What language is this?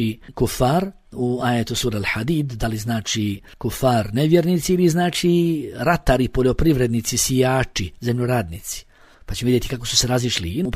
Bosnian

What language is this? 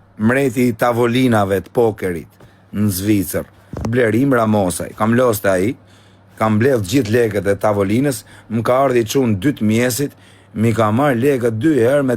Albanian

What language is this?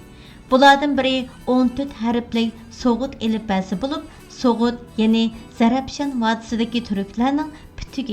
Uyghur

